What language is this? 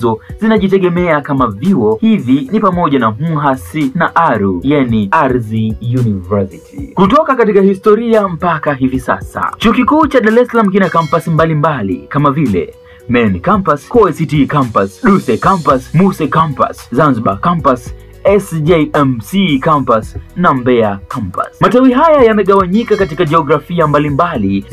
Swahili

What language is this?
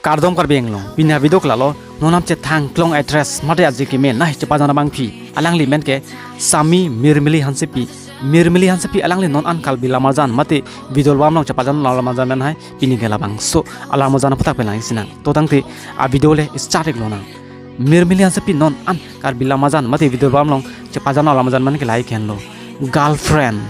Karbi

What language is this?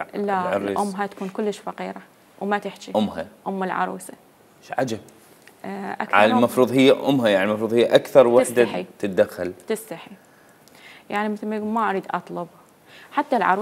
Mesopotamian Arabic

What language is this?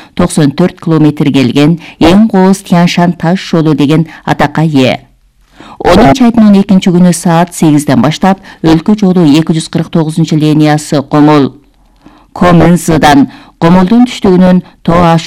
Kyrgyz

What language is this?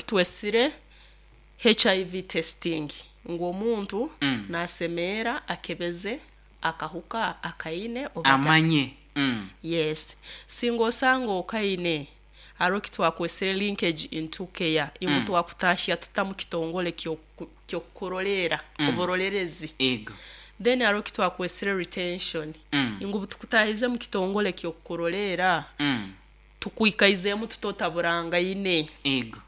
Nyoro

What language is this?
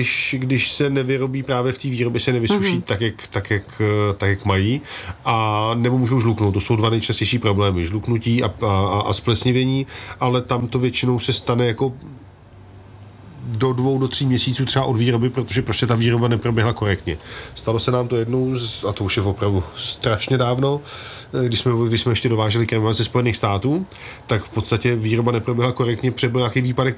Czech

